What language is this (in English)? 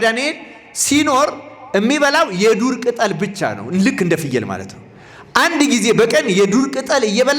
Amharic